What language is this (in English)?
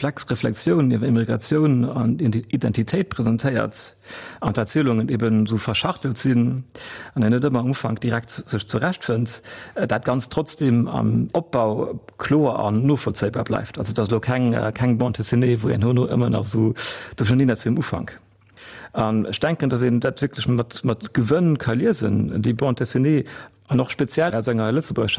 Luxembourgish